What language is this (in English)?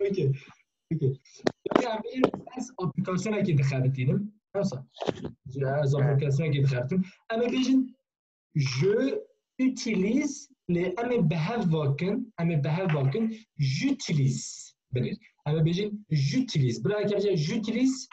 Kurdish